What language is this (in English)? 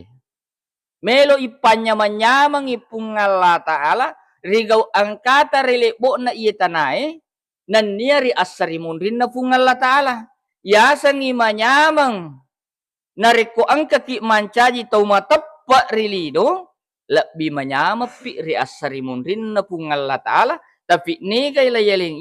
Buginese